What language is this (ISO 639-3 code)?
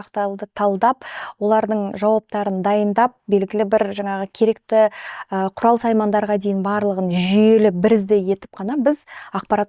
kaz